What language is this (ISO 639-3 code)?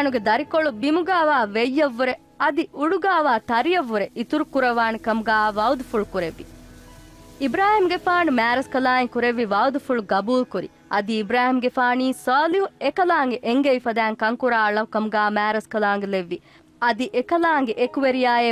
div